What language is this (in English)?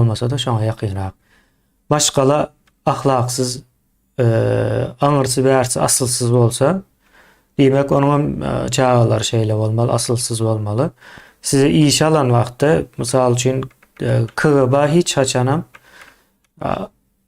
Turkmen